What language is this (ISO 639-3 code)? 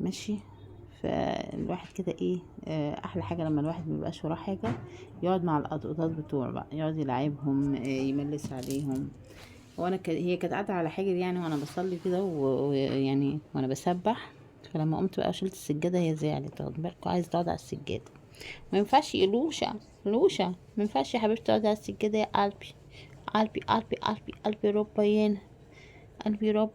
arz